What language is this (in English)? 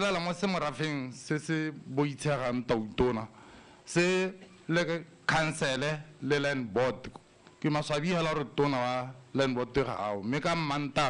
Tswana